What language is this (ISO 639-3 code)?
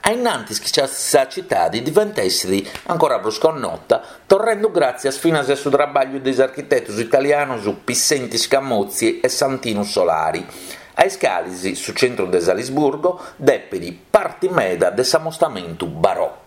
srd